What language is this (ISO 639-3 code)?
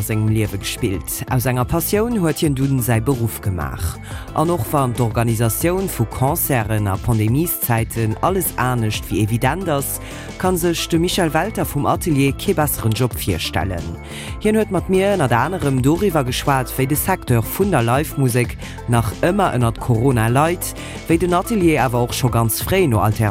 ltz